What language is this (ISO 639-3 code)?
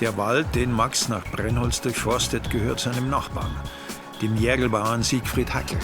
bar